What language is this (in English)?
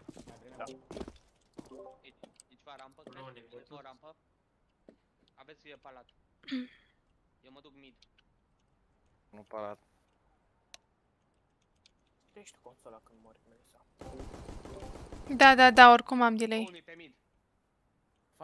Romanian